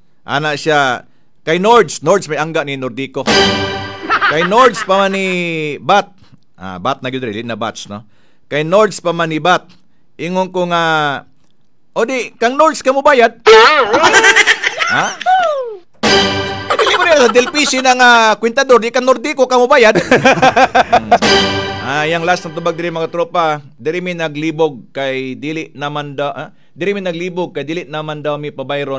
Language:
Cebuano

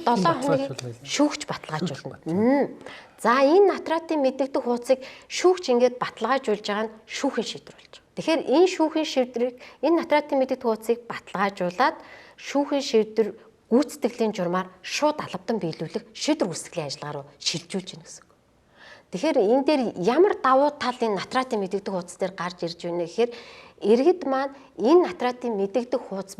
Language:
Mongolian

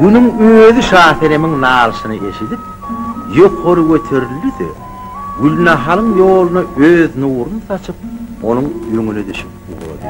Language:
Turkmen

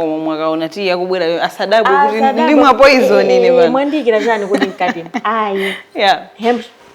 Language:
Nyanja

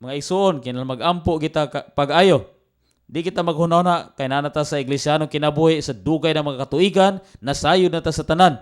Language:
Cebuano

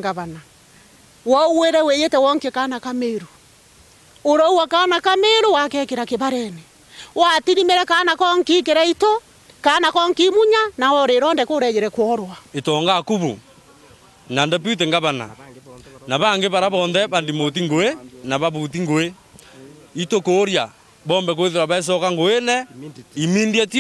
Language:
Meru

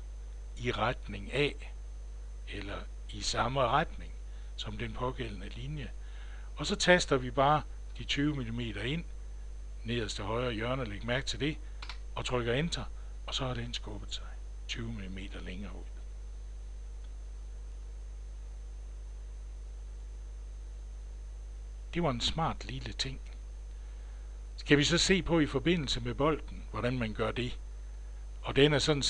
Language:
Danish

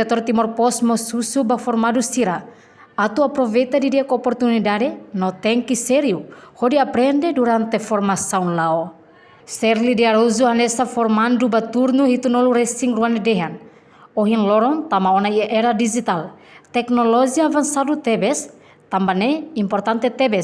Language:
Tetum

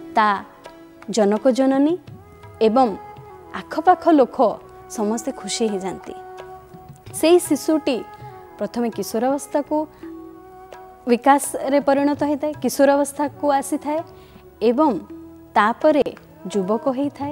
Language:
Odia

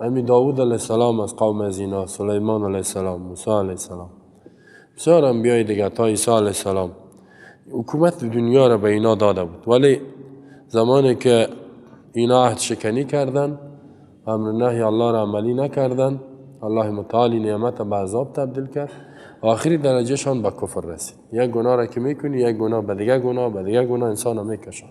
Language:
Persian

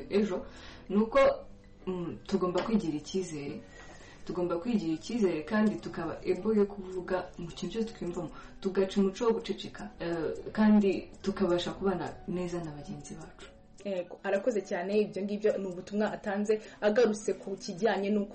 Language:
Kinyarwanda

